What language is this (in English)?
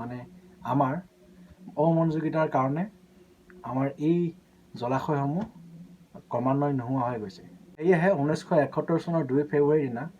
Assamese